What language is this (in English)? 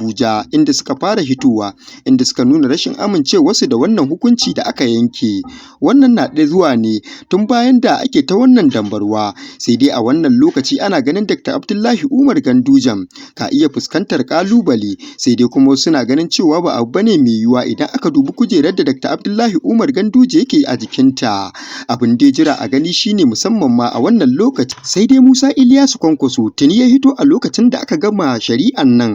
Hausa